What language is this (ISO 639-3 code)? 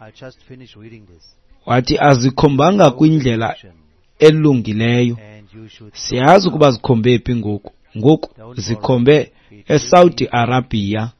xho